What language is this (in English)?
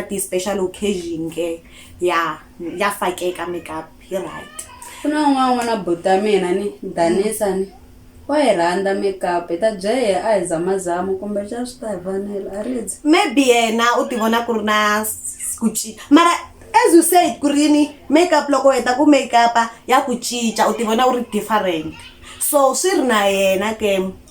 Tsonga